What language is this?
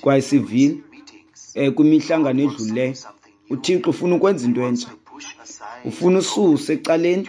Xhosa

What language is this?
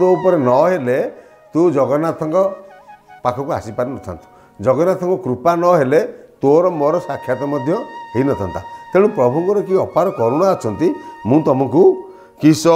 Odia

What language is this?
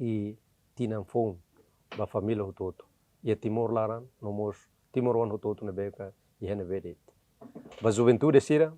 Tetum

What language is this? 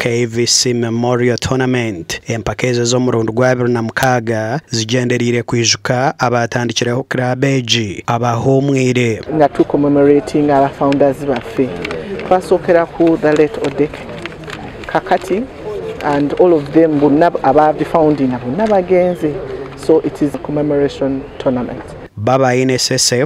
Nyankole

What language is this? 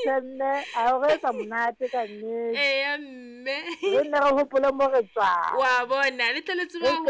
Southern Sotho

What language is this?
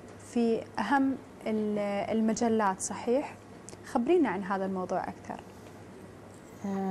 Arabic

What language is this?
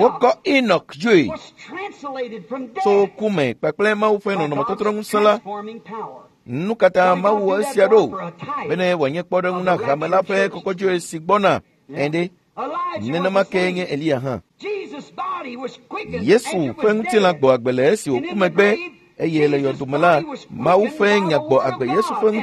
Ewe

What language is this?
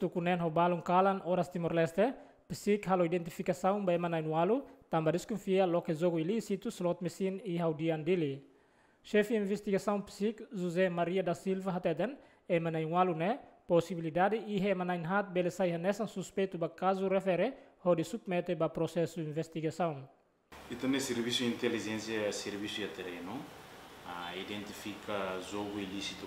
Tetum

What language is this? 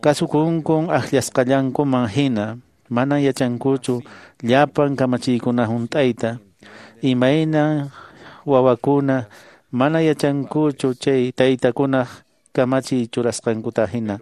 Quechua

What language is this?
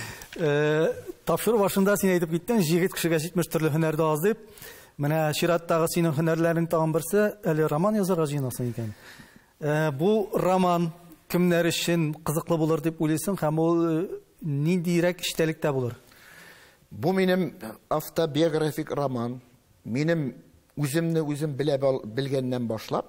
Tatar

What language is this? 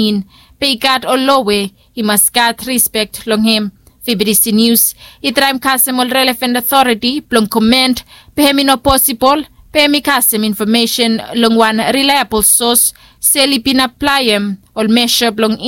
Bislama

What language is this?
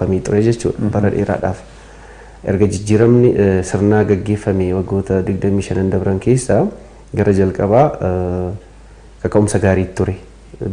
Oromo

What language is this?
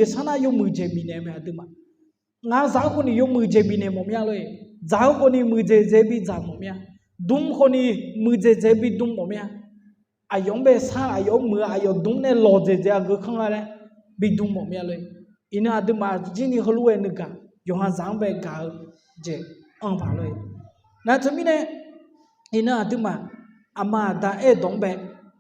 Akha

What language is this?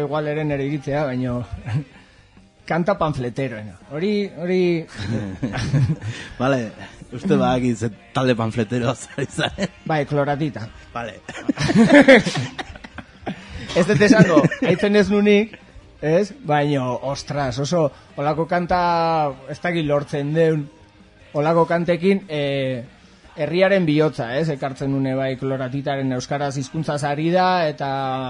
Basque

